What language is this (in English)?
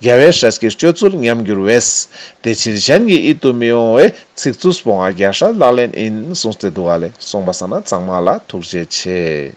Ladakhi